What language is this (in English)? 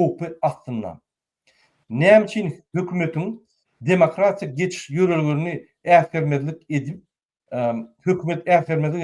Turkmen